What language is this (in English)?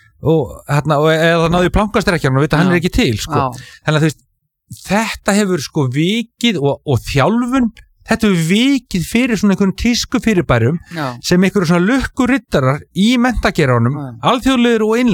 Icelandic